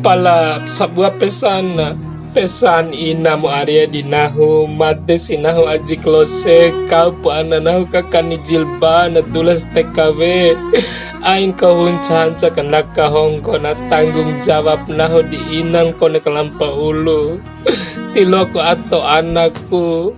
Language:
Bima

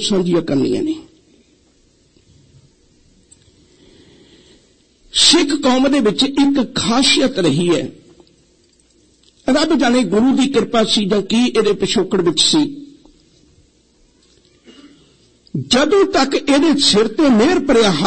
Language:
Punjabi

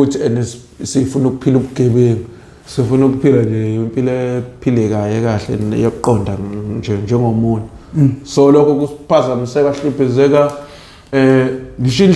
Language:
Zulu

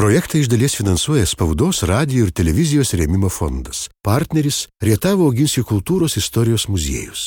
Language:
Lithuanian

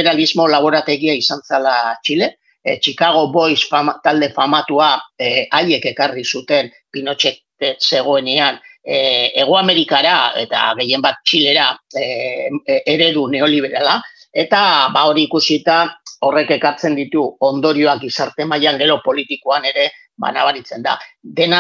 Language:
Basque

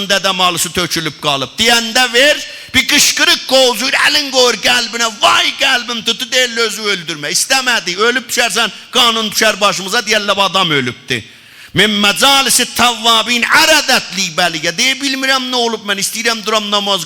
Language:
South Azerbaijani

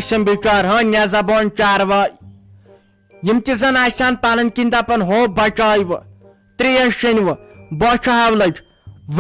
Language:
Kashmiri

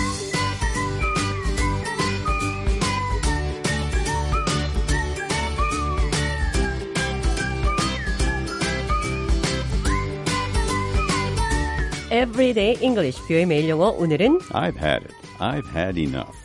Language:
Korean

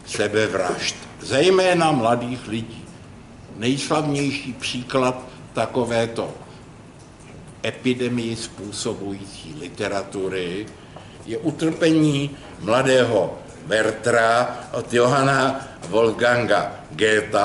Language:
Czech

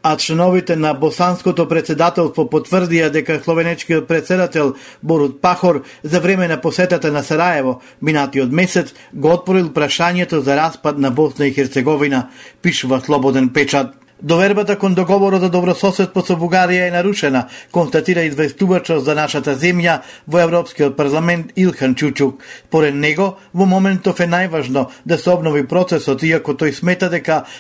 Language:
Macedonian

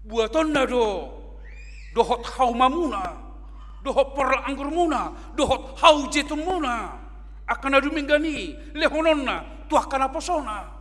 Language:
Batak Toba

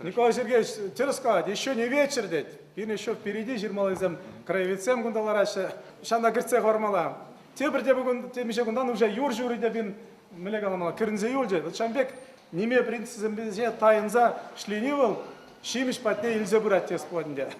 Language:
Chuvash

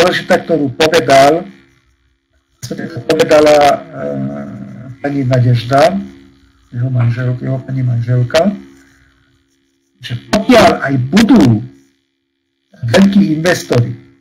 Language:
Slovak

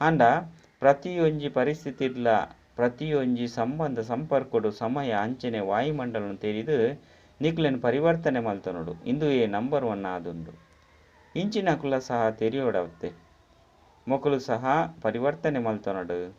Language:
Tulu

